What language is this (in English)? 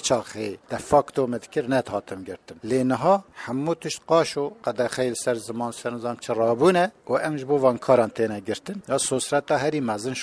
Kurdish